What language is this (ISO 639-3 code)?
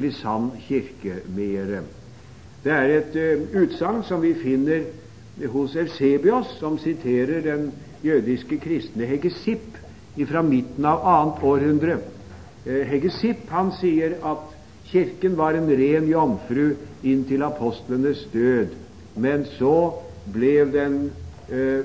nor